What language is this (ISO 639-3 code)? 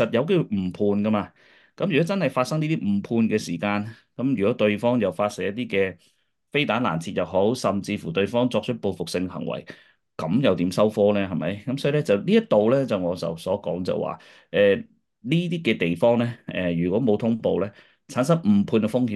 yue